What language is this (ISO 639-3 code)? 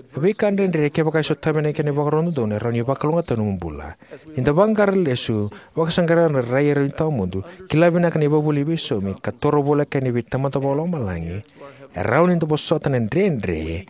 fij